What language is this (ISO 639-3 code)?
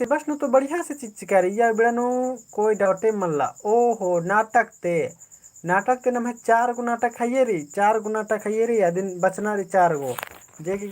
kru